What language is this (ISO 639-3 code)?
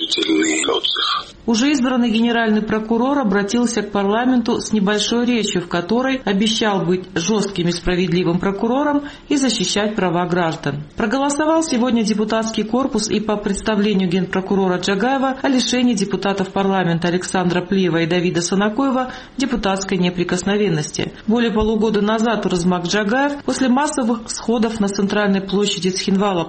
rus